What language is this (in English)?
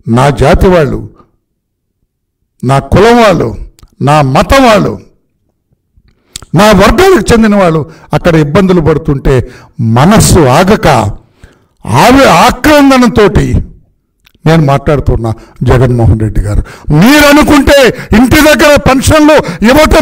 Telugu